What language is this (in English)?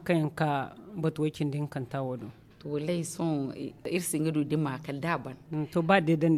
Zarma